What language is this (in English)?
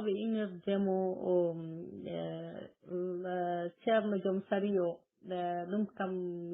Fula